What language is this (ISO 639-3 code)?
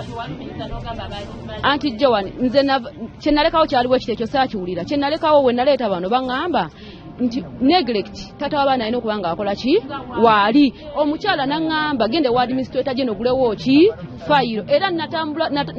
lug